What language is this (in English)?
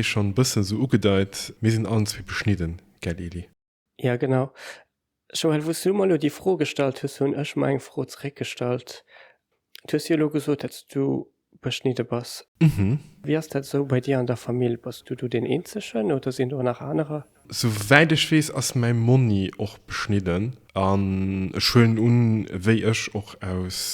Luxembourgish